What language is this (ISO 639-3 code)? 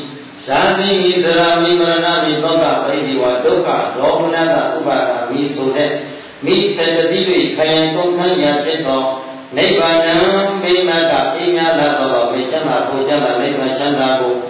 mya